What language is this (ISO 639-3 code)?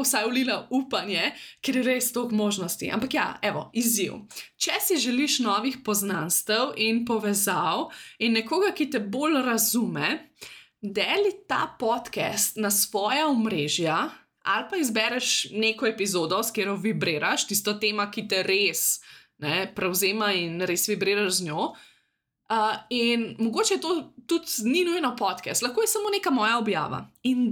slv